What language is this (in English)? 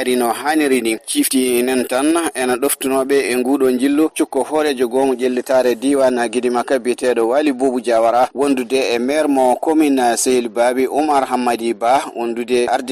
Fula